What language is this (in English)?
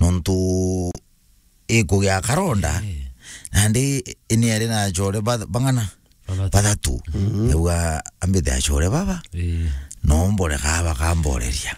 Meru